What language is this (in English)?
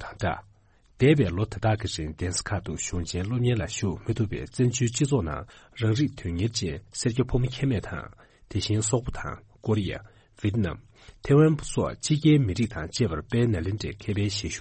Tibetan